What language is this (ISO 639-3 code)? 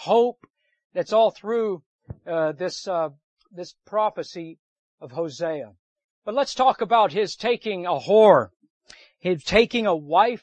eng